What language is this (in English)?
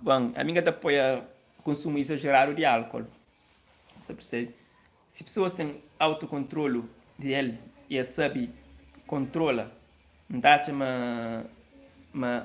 Kabuverdianu